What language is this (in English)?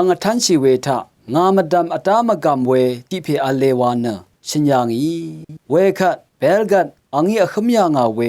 Rawang